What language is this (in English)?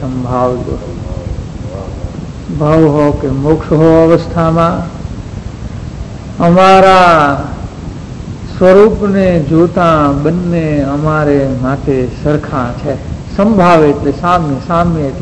Gujarati